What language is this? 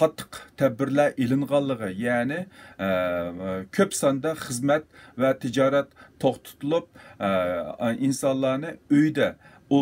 Uyghur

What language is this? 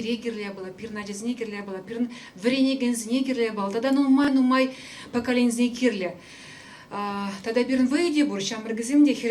Chuvash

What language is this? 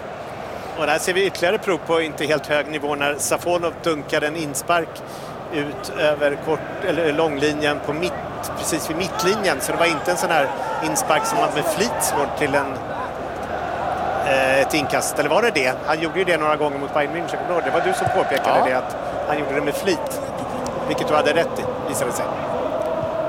Swedish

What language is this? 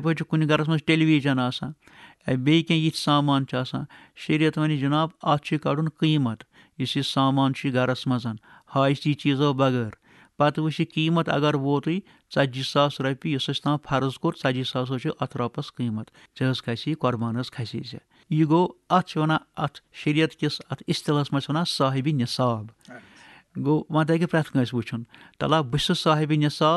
Kashmiri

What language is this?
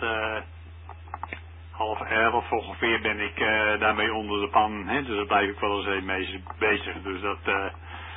Dutch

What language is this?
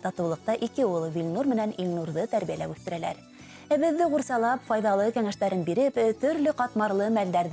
Bashkir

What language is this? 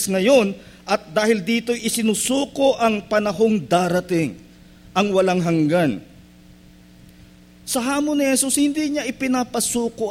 Filipino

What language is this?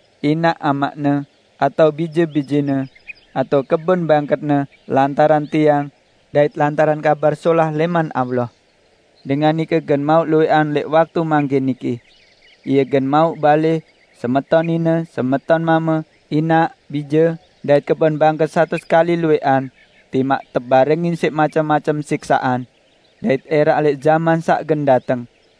Sasak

